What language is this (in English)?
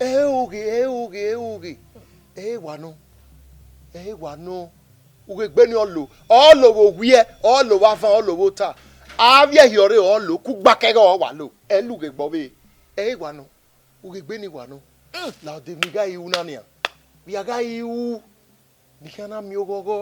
Bini